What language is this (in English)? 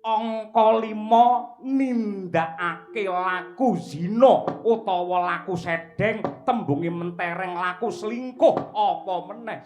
Javanese